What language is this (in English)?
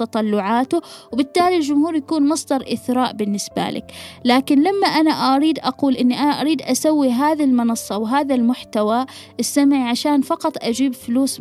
Gulf Arabic